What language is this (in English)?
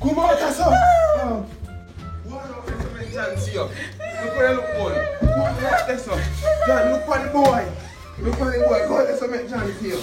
Jamaican Creole English